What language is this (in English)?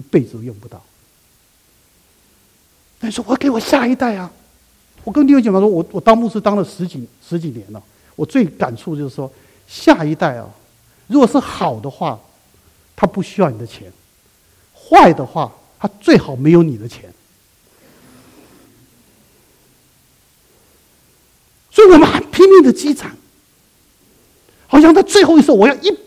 Chinese